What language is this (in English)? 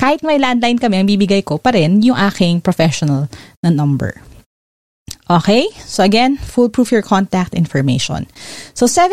Filipino